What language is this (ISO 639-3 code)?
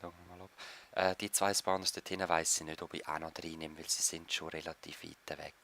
gsw